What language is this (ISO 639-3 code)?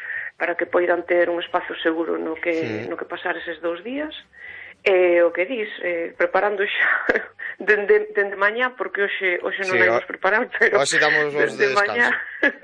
glg